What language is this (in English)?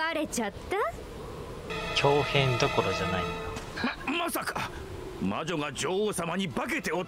Japanese